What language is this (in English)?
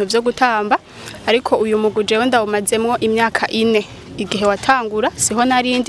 Rundi